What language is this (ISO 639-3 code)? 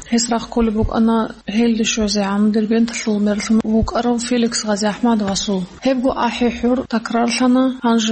ava